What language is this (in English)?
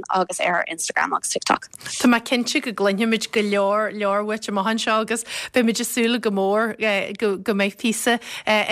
Irish